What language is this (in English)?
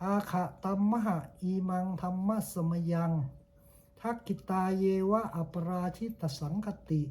Pali